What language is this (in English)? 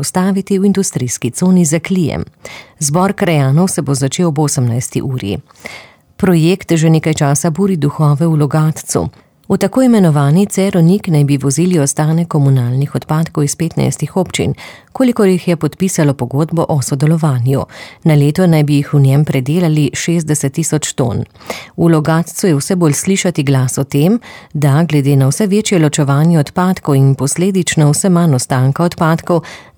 Slovenian